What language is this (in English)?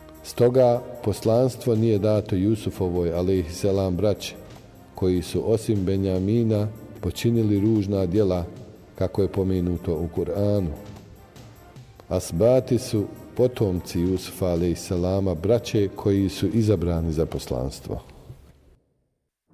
Bosnian